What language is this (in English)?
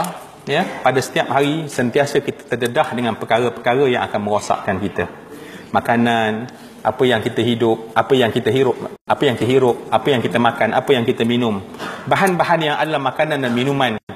Malay